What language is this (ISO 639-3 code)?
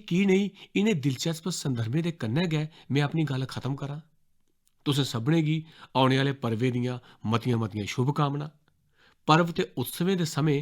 doi